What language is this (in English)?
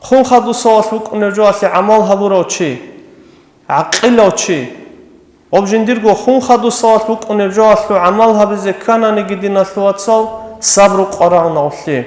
Avaric